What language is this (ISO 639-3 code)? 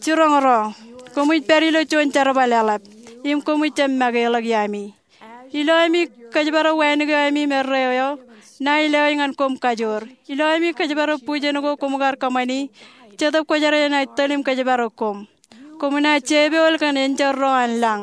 mah